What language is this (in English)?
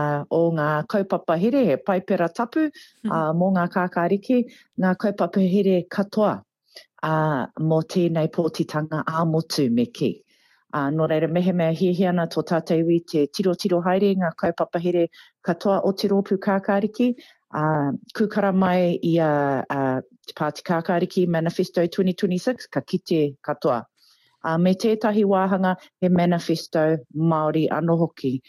Māori